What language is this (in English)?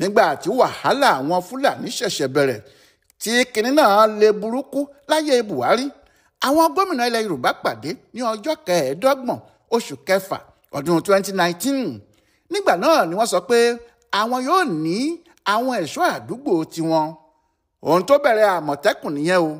Yoruba